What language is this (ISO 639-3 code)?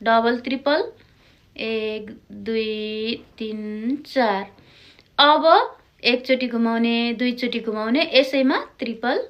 nep